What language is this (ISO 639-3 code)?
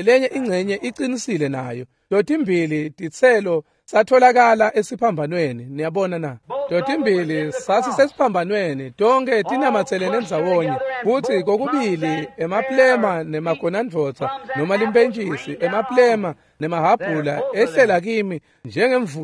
ssw